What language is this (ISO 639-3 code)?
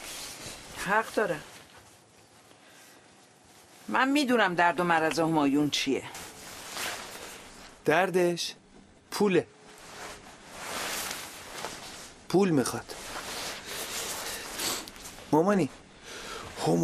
fas